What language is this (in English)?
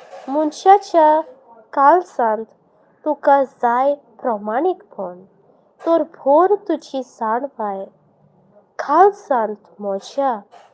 Konkani